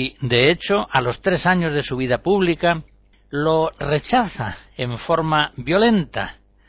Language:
Spanish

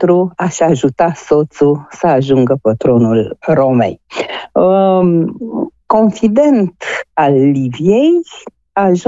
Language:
Romanian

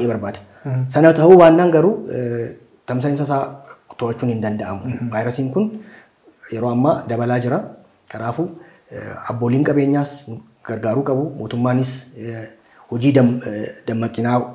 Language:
Oromo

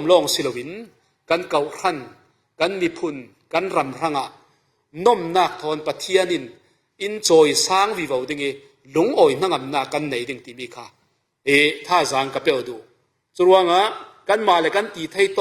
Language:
Falam Chin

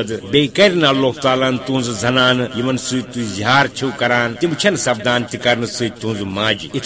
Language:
Kashmiri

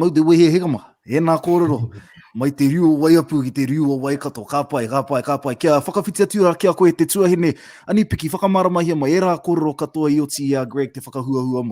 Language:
Māori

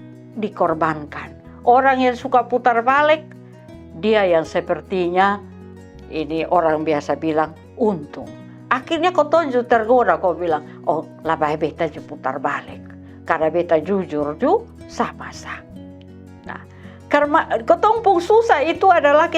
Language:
Kupang Malay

